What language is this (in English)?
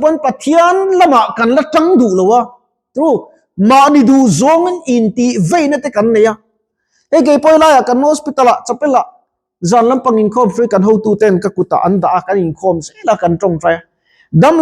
Mizo